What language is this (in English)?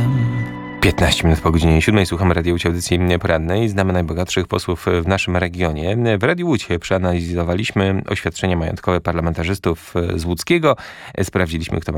Polish